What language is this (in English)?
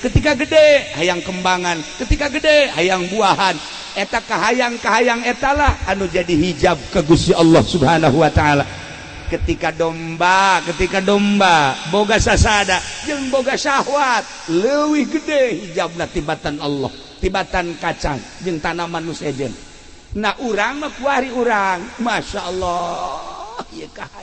Sundanese